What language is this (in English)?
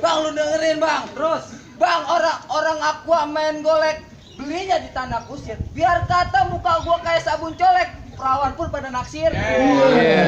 Betawi